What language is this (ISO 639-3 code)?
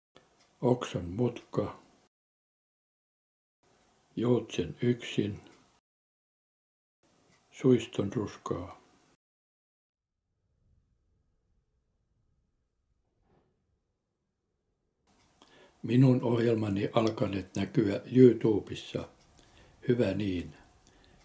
fin